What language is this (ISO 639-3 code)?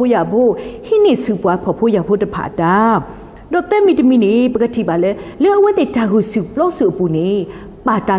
ksw